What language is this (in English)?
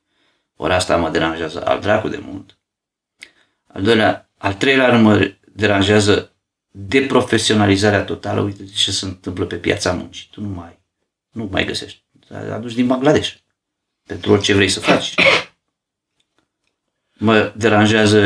Romanian